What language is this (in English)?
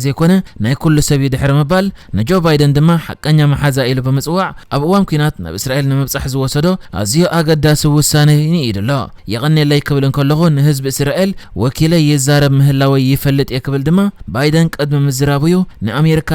Tigrinya